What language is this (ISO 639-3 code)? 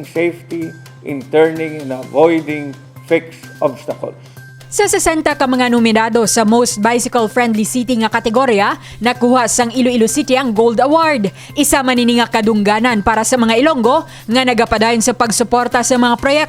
hil